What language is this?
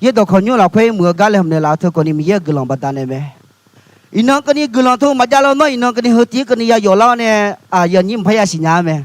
Akha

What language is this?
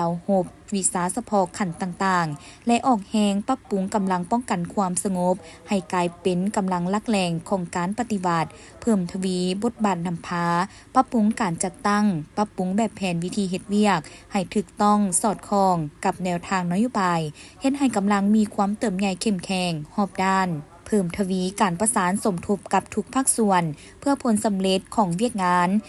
Lao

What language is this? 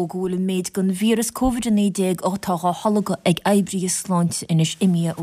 Irish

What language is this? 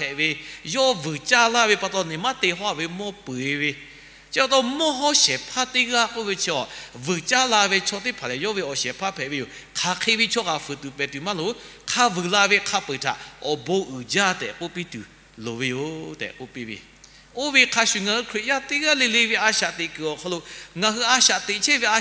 Lahu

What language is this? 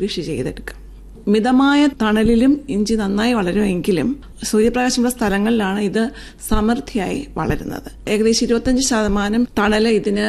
Malayalam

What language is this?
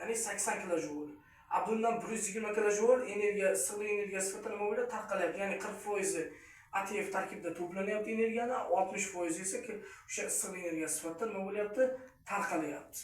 Uzbek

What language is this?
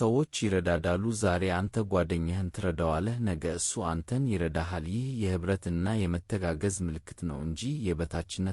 Amharic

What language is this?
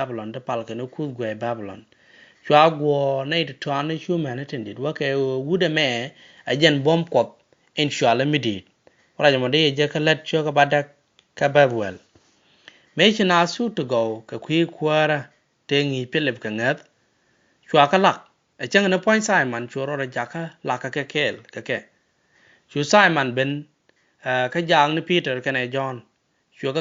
Nuer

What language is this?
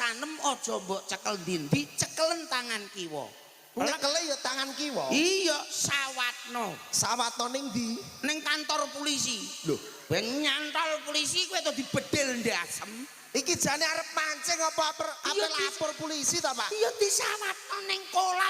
Javanese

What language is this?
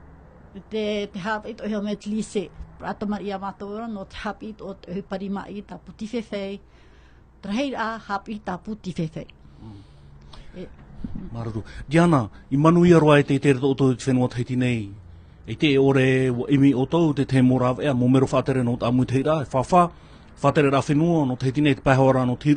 Tahitian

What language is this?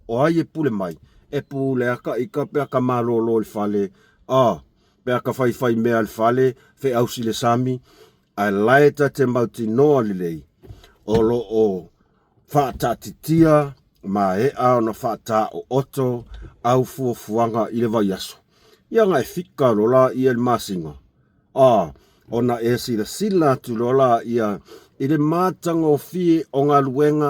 Samoan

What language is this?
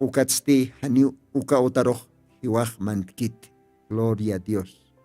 Aymara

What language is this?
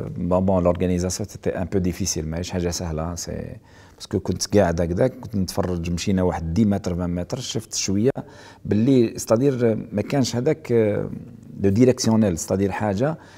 Algerian Arabic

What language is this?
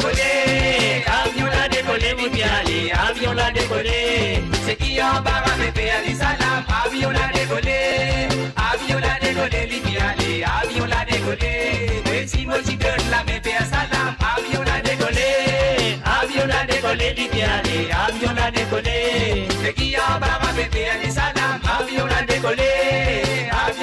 Morisyen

